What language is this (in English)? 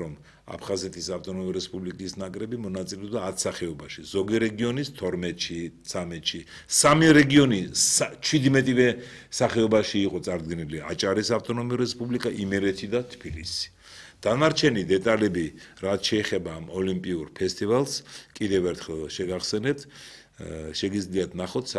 Georgian